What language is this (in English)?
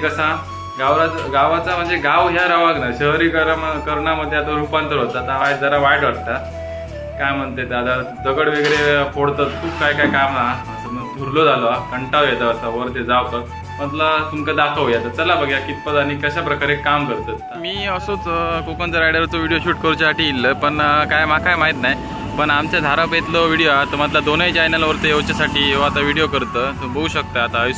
Marathi